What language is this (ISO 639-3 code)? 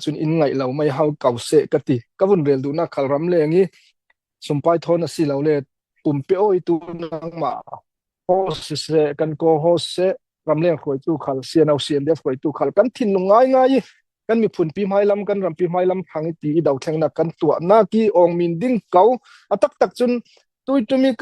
cfm